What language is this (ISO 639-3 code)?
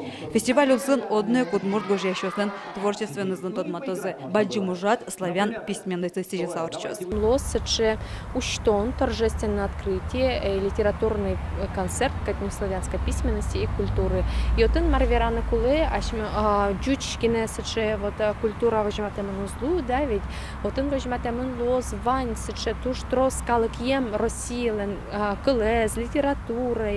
udm